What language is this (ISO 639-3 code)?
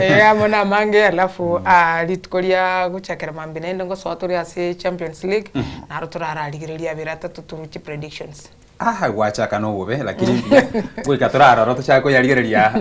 guz